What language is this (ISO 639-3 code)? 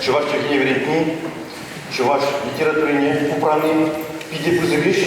chv